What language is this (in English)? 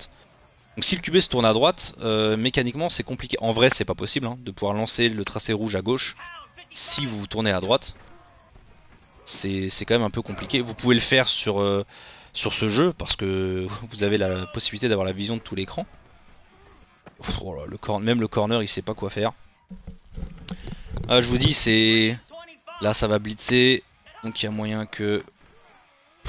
French